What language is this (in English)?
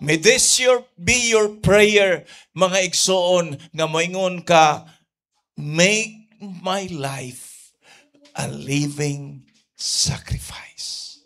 Cebuano